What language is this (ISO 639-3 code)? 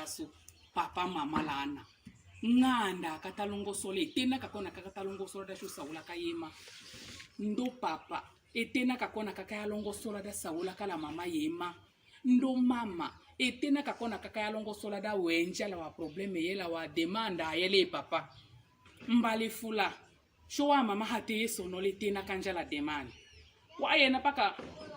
tll